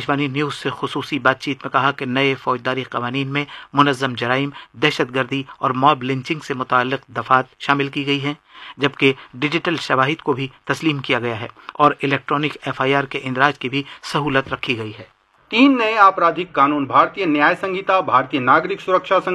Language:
Urdu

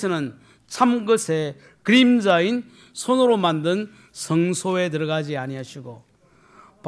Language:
Korean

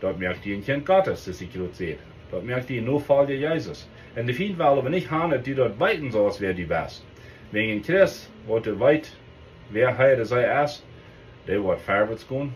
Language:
Plautdietsch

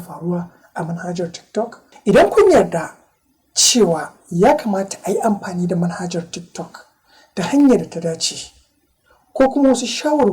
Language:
Hausa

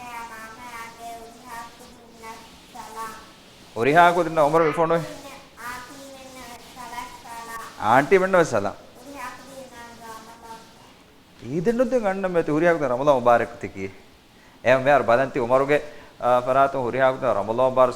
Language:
Divehi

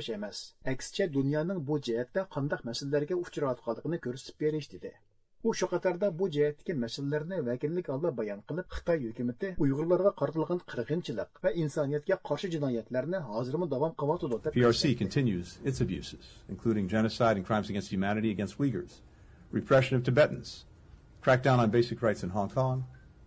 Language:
Uyghur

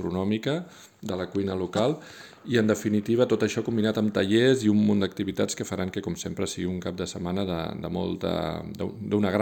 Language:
Catalan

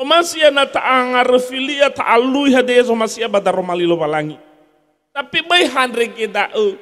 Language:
Nias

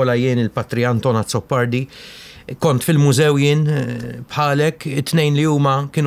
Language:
Maltese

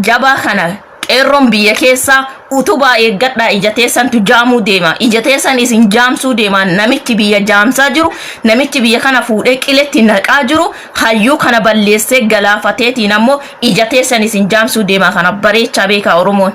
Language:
Oromo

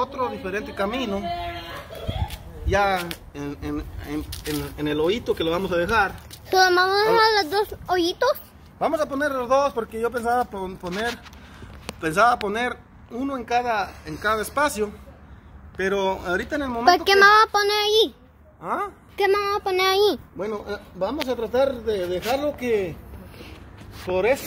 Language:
Spanish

